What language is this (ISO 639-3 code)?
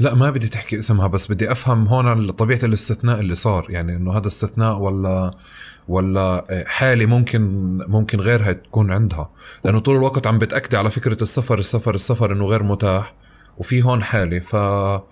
apc